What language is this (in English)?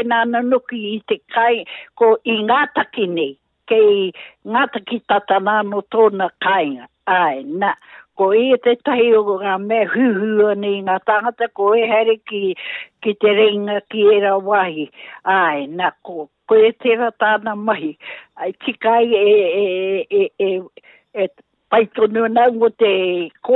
Māori